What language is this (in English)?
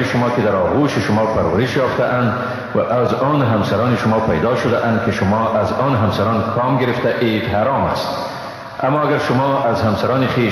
Persian